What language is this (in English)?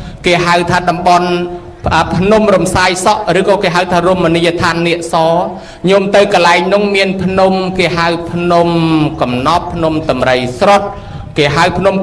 Khmer